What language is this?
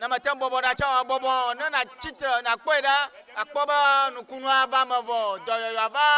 Ewe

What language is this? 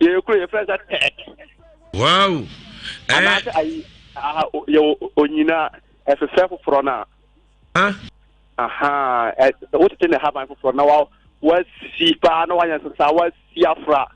Akan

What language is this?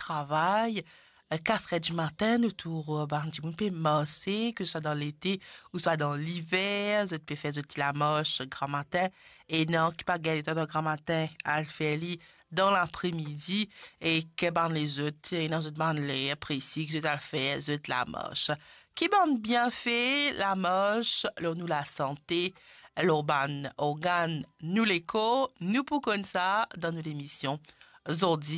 Morisyen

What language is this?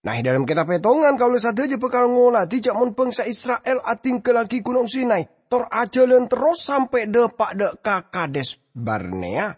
Madurese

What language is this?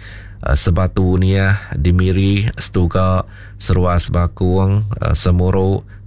Iban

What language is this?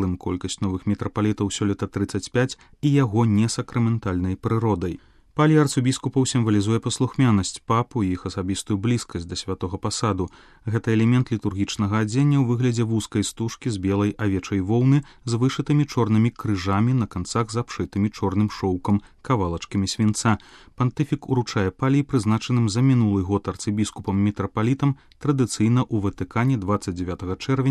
Belarusian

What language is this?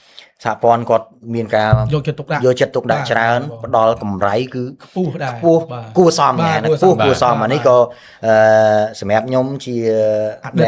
Khmer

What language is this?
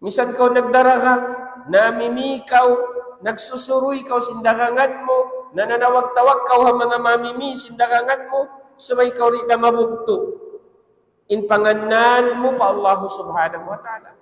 Tausug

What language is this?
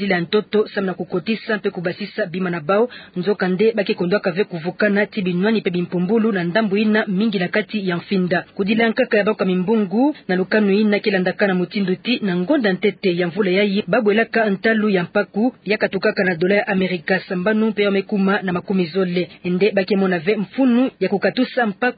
Kituba (Democratic Republic of Congo)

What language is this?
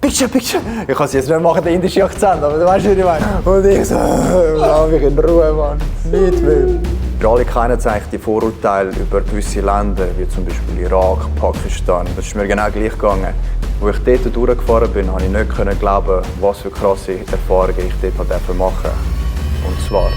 Swiss German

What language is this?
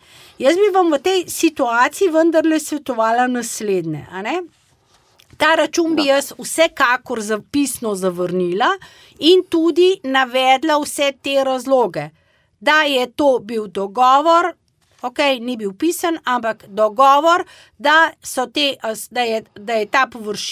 Slovenian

